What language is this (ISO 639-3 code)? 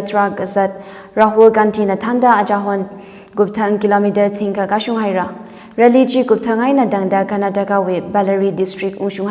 nmf